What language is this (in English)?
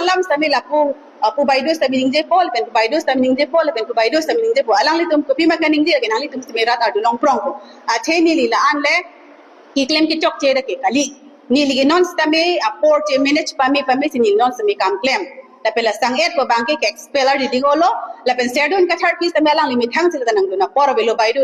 Karbi